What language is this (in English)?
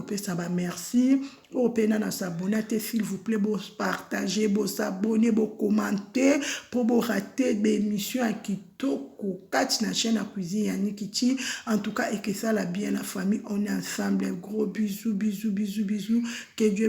Lingala